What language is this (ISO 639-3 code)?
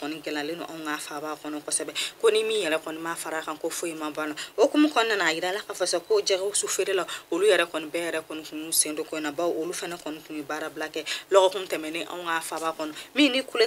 bam